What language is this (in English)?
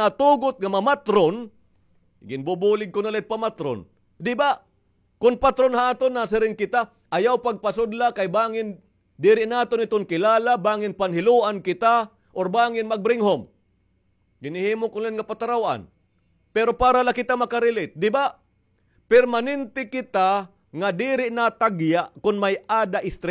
Waray